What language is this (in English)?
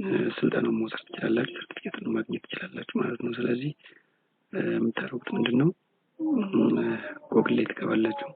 Amharic